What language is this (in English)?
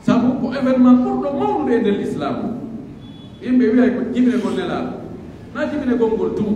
Pular